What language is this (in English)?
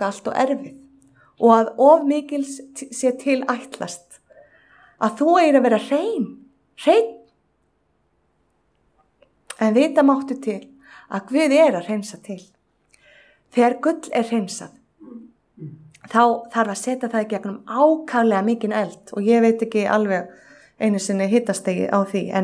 Icelandic